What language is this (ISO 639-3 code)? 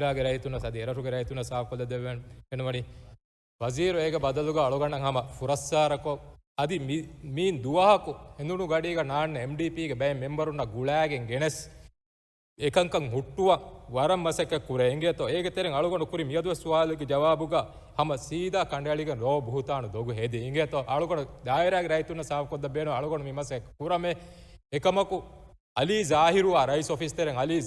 div